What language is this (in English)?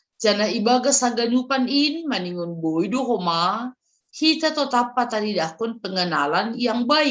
Batak Simalungun